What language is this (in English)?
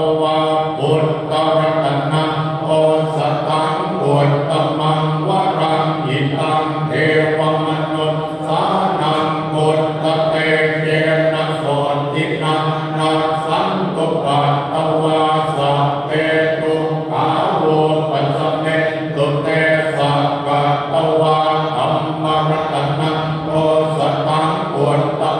Pali